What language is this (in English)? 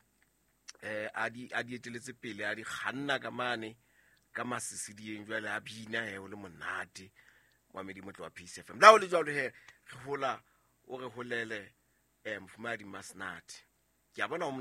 Southern Sotho